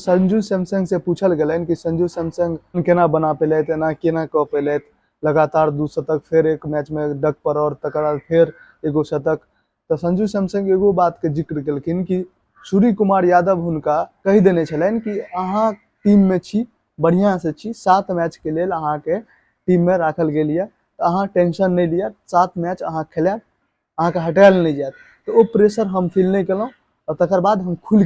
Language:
Maithili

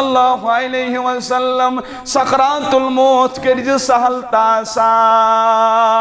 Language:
Kashmiri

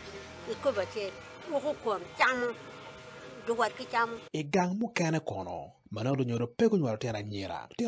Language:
Acoli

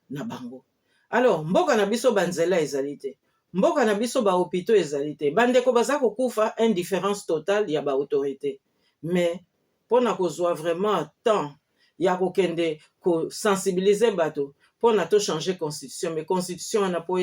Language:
Lingala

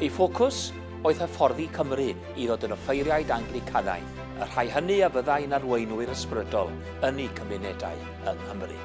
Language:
Welsh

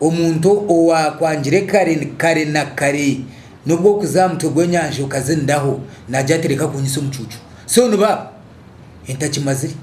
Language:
Nyankole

